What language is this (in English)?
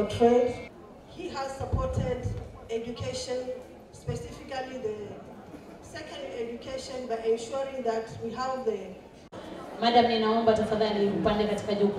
Swahili